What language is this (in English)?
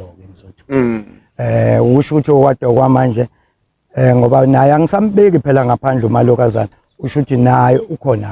Zulu